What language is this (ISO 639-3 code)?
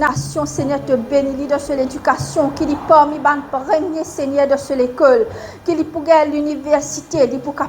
mfe